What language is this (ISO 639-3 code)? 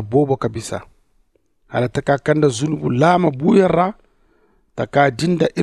dje